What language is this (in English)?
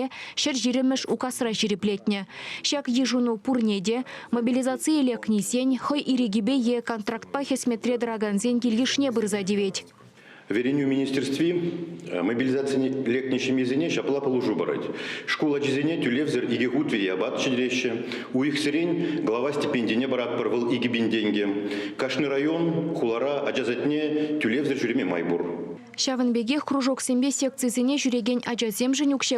Chuvash